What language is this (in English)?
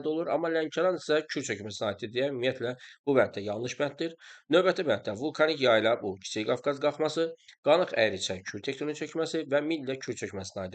Azerbaijani